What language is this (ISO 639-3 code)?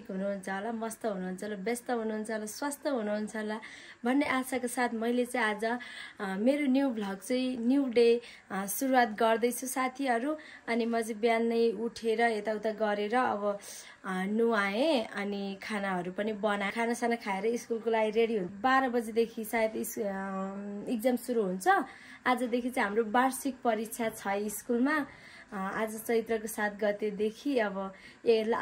nep